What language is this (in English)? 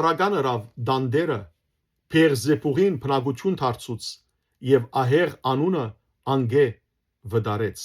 Western Armenian